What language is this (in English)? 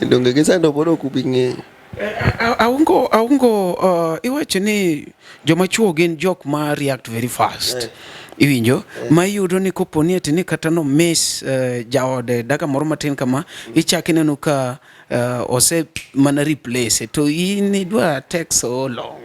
Luo (Kenya and Tanzania)